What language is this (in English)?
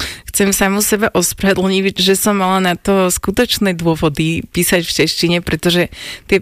Slovak